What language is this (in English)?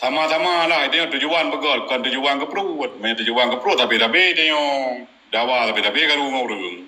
Achinese